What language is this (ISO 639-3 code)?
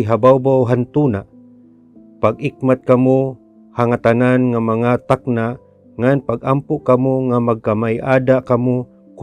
war